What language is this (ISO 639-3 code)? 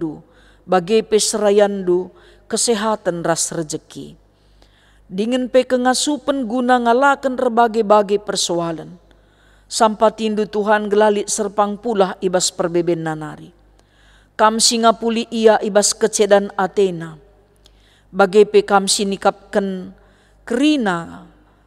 btx